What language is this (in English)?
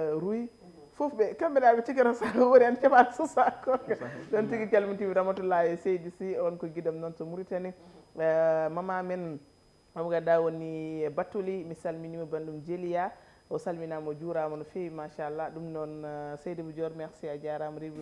Fula